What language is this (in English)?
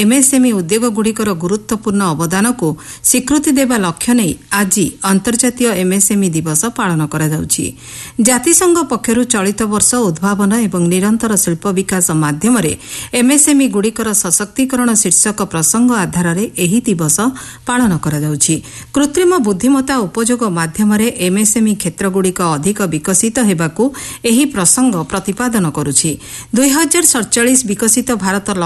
Odia